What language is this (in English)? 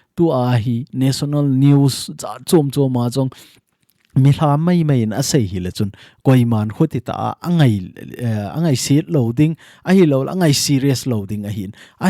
Thado Chin